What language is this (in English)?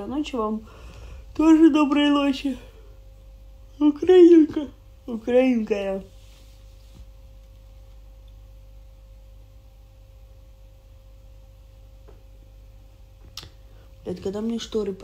Russian